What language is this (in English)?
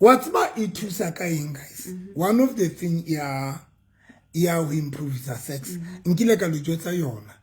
Southern Sotho